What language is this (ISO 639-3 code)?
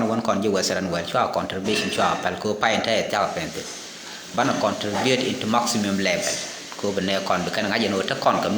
nus